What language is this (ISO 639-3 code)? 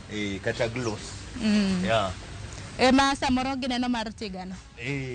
luo